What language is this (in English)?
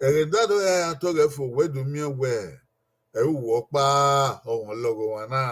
Bini